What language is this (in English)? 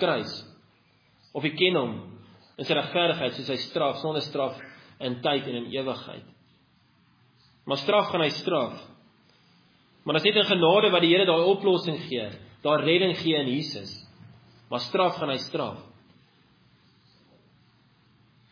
Afrikaans